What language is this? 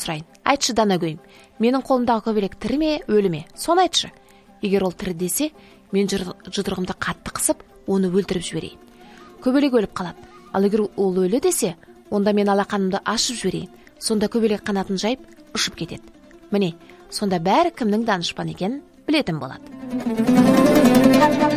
Kazakh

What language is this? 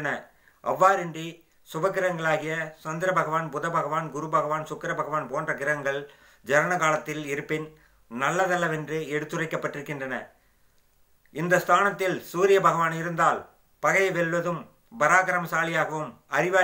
Tamil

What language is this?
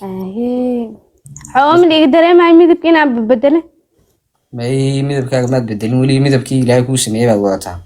Somali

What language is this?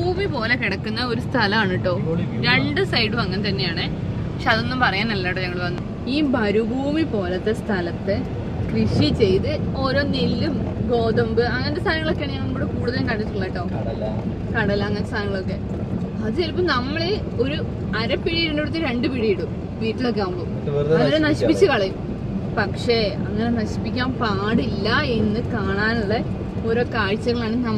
Malayalam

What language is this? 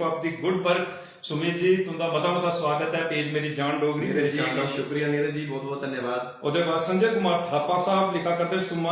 Dogri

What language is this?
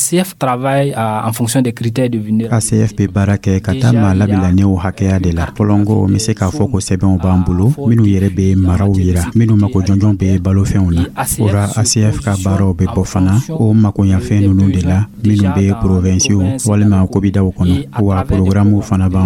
Dyula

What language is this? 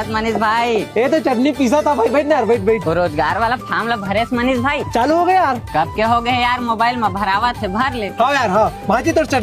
Chhattisgarhi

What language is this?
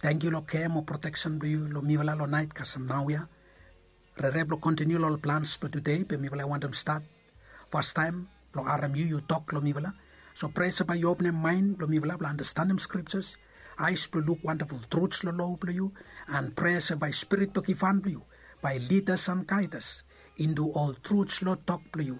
Bislama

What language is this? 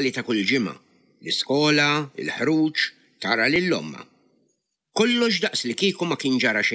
Maltese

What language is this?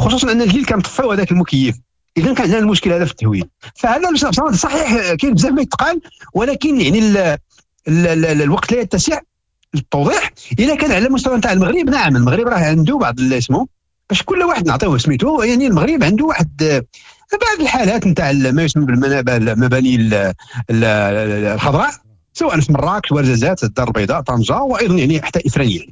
Moroccan Arabic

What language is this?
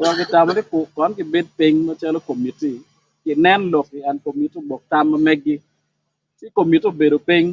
Acoli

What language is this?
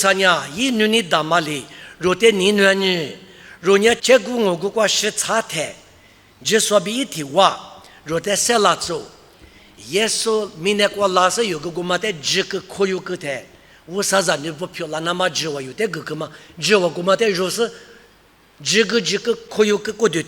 Lisu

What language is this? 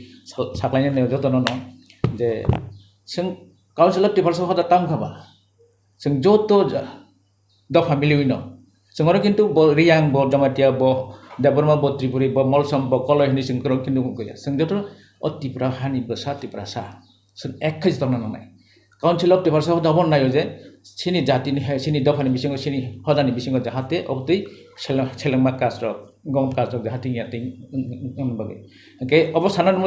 Kok Borok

